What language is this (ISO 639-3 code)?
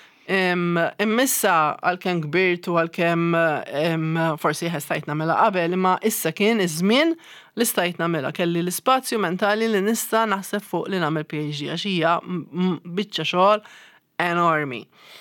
mlt